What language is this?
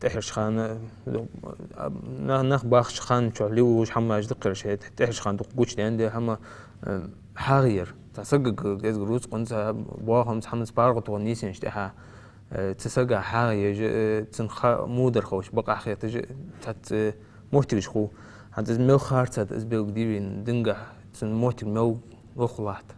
Ingush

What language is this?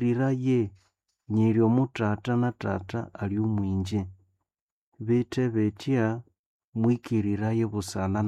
Nande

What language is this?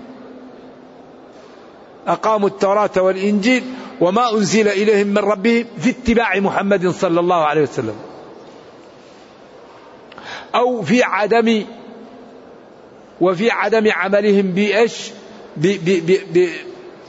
Arabic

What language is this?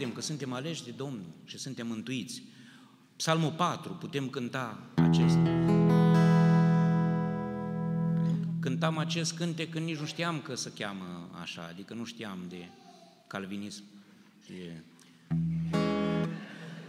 Romanian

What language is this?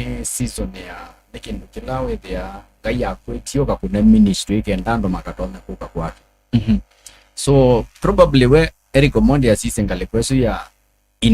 Kamba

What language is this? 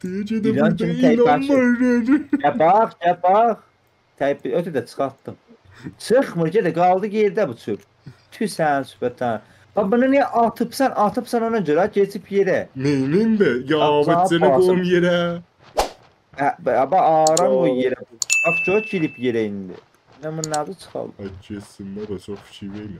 South Azerbaijani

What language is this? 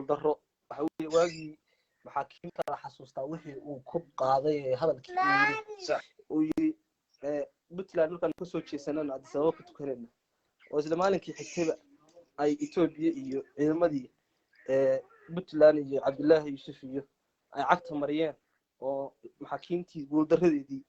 Somali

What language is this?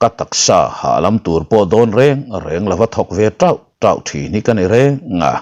Mizo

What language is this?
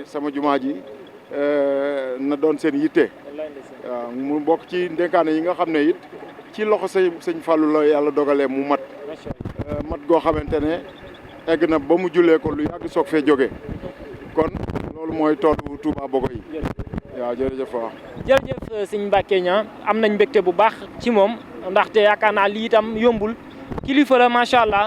Wolof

